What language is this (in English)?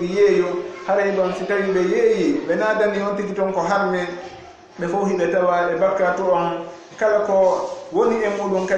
Fula